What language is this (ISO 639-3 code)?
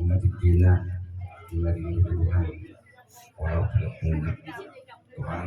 bbc